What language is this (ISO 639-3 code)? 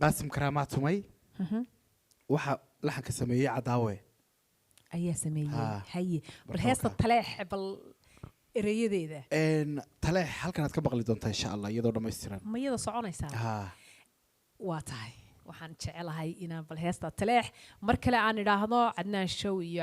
som